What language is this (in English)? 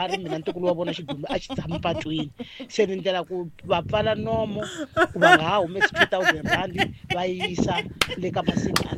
Tsonga